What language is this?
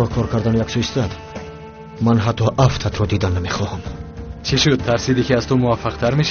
Tajik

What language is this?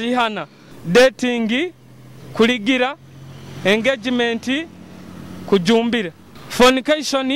Nyoro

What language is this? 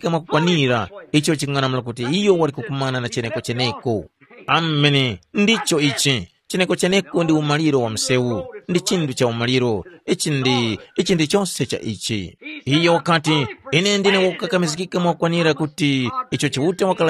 Tumbuka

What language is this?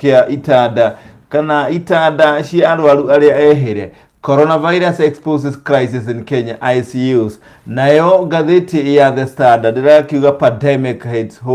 Kikuyu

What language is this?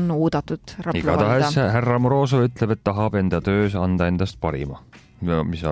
Estonian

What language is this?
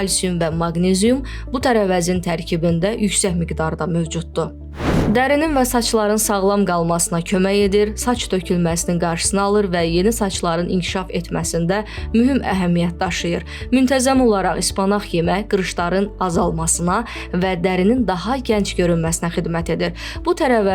Azerbaijani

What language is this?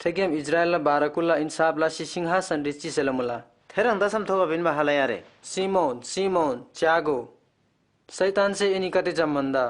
Eastern Tamang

